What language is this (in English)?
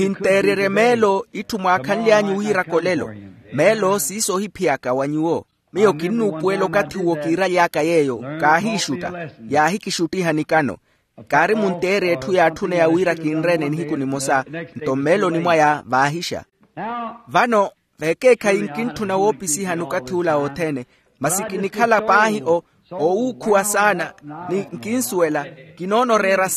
Makhuwa